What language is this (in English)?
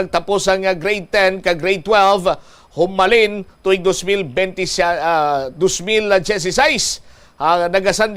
Hiligaynon